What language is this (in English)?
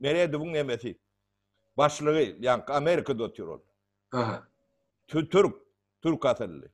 Turkmen